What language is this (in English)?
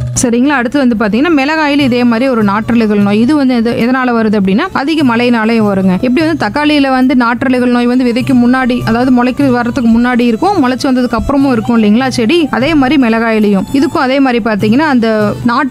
Tamil